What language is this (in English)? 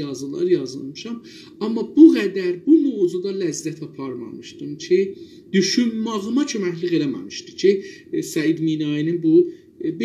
South Azerbaijani